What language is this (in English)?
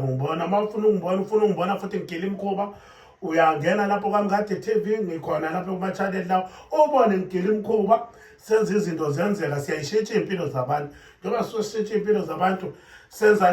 Zulu